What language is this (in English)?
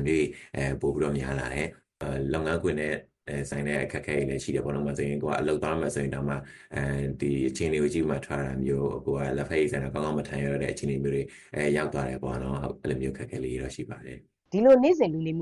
Burmese